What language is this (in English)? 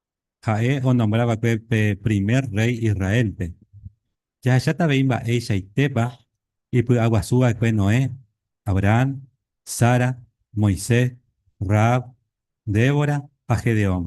Guarani